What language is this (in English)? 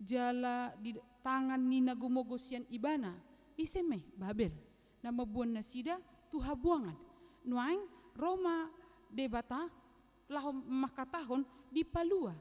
Batak Toba